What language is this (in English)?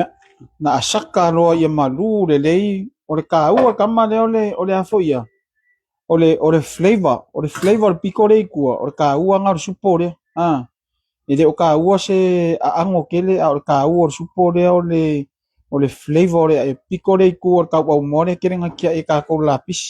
Samoan